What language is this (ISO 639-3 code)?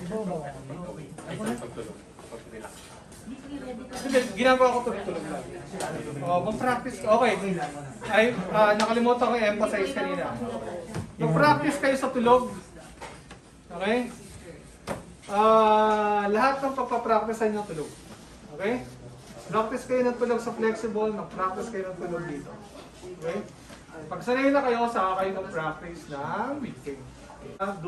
fil